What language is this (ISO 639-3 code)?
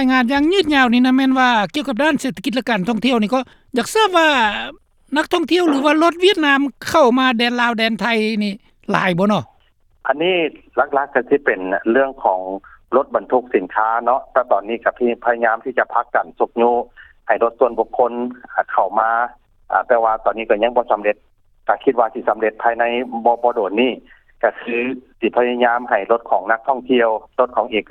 lao